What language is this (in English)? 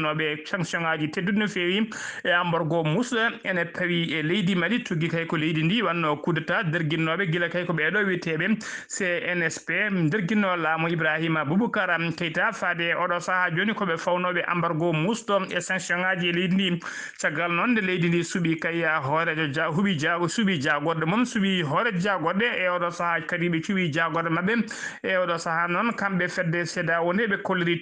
Fula